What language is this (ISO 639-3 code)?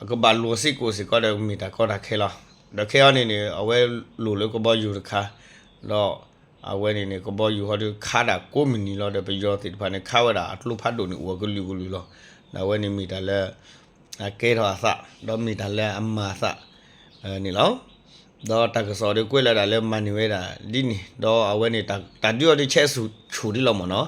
ksw